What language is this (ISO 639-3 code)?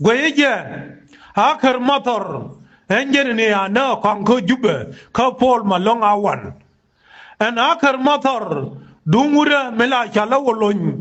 nus